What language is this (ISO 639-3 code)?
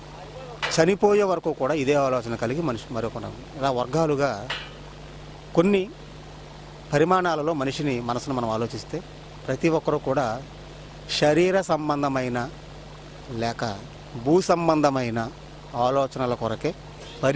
tel